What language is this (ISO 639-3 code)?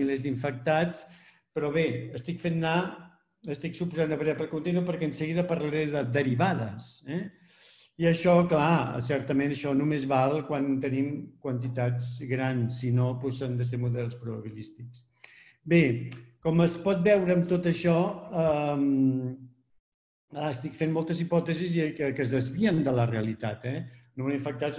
cat